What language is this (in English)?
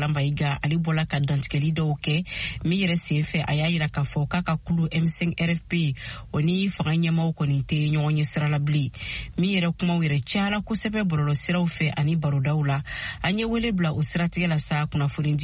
Bambara